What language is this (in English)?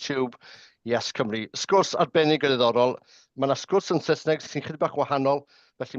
Welsh